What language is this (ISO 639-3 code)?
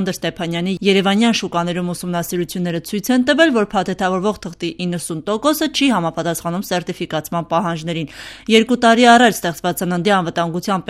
hye